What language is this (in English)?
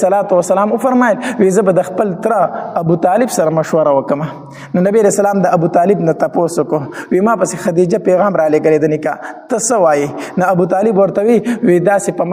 Pashto